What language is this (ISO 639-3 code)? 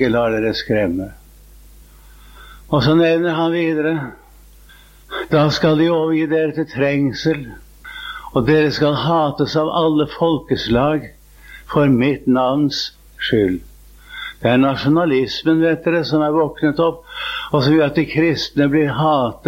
nor